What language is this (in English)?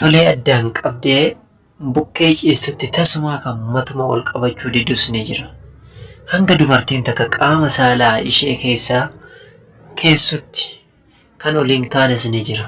Oromo